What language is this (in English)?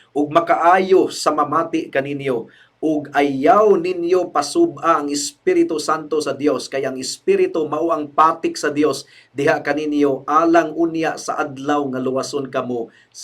Cebuano